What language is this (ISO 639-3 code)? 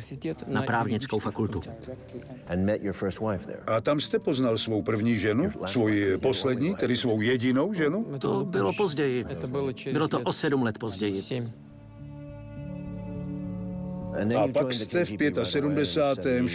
ces